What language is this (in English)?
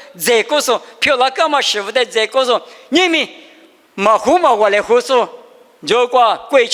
Lisu